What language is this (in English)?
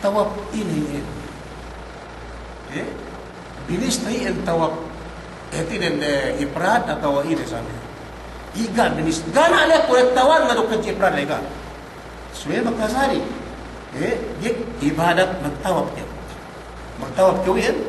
Yakan